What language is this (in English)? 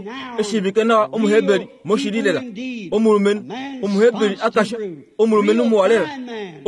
Kuanyama